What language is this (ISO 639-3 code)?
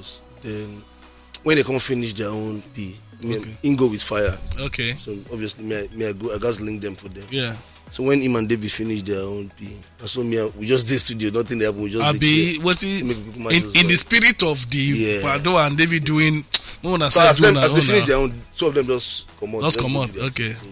pcm